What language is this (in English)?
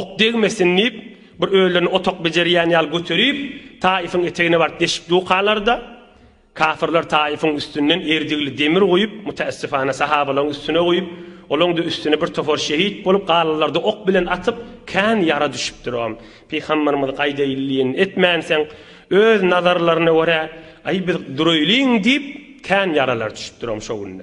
Turkmen